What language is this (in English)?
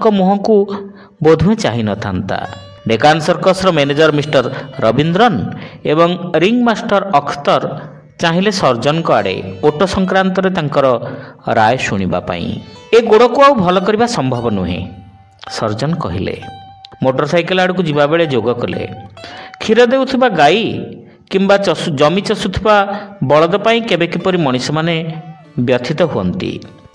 Odia